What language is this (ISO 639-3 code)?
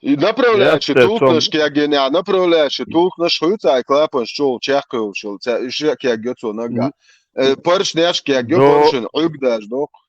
che